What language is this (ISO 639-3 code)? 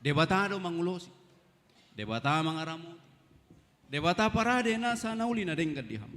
bbc